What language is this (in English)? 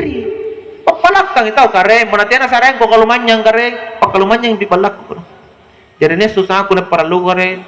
Makasar